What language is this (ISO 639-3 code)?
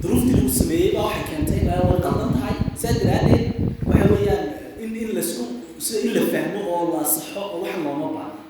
som